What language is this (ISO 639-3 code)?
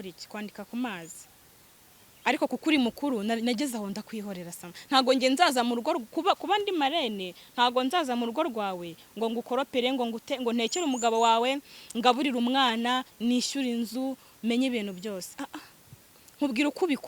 kin